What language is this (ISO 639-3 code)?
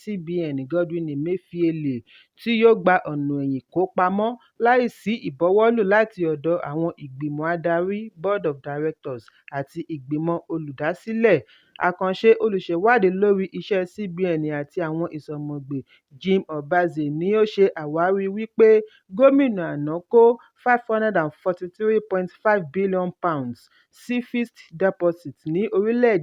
yor